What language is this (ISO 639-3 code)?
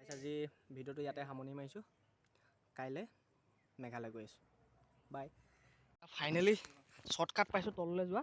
asm